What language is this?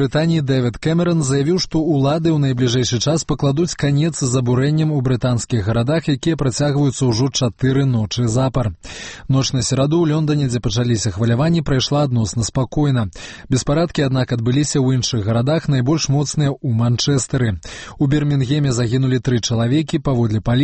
Belarusian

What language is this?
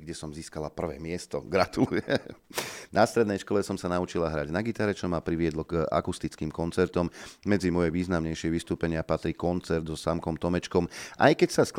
Slovak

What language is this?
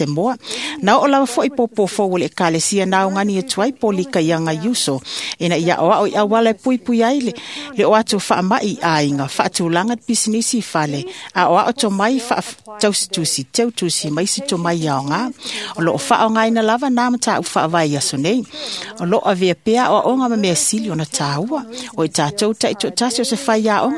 Samoan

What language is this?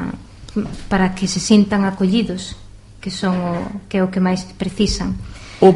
Galician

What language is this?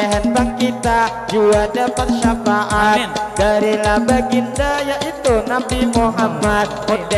Banjar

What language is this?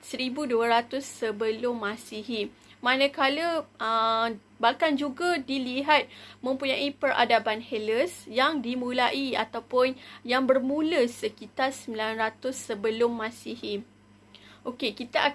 Malay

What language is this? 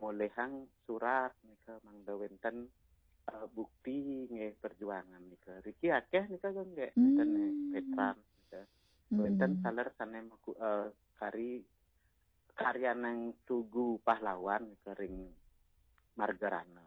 Balinese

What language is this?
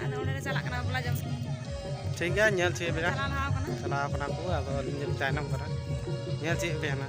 Santali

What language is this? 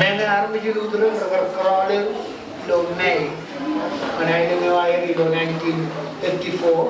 Marshallese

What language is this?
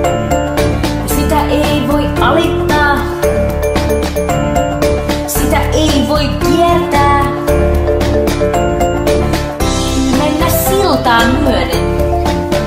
Finnish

